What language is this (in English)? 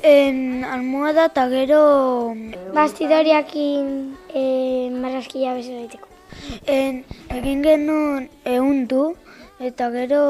Basque